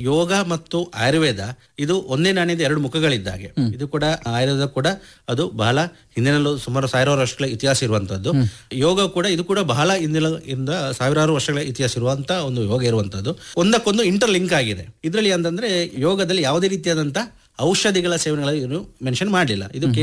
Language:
Kannada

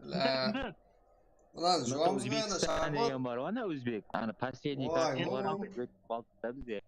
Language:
Kara-Kalpak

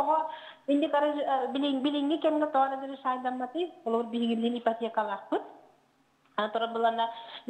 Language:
Yakut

